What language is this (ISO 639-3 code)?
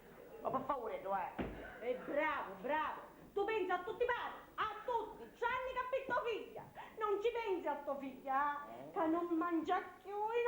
scn